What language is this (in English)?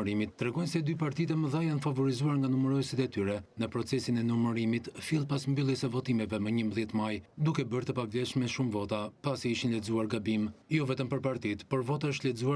Albanian